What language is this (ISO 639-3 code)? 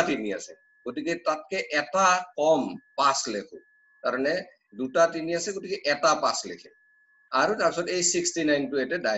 asm